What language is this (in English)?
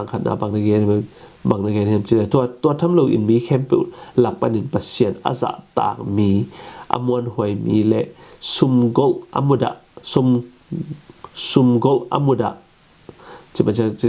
Tedim Chin